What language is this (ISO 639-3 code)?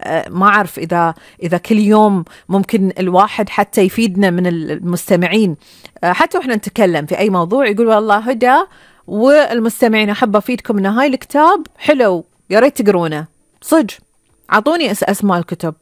afb